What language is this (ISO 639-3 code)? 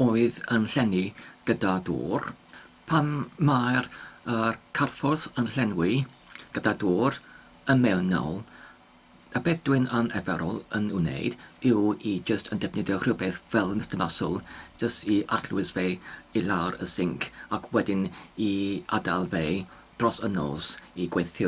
cym